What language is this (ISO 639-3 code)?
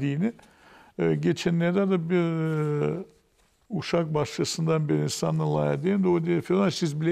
gag